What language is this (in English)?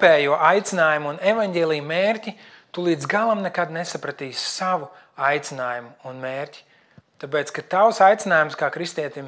Latvian